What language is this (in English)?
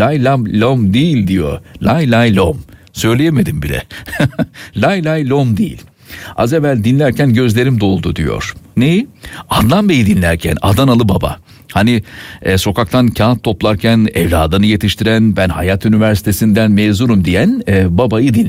Turkish